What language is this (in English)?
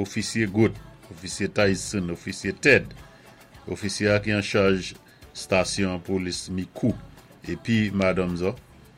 Saint Lucian Creole French